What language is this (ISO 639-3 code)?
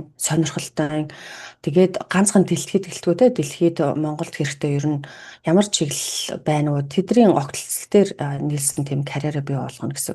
mon